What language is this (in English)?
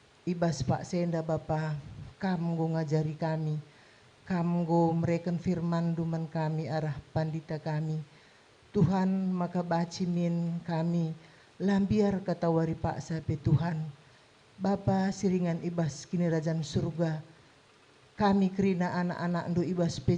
Batak Karo